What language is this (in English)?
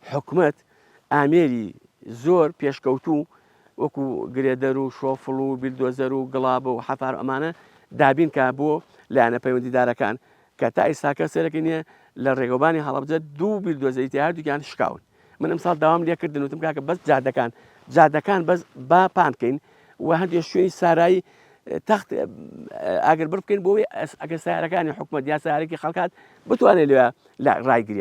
Central Kurdish